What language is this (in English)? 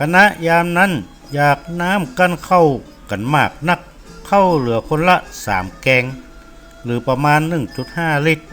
Northern Thai